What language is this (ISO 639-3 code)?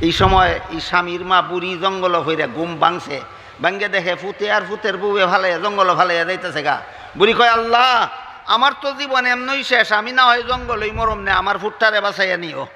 syl